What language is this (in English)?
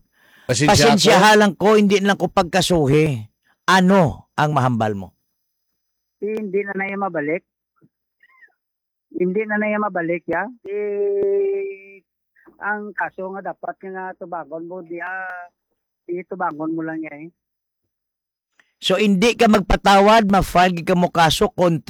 Hiligaynon